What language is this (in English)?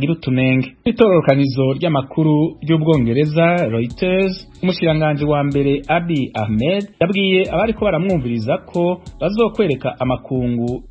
Rundi